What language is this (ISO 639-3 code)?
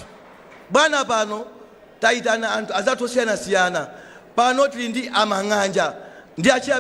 nya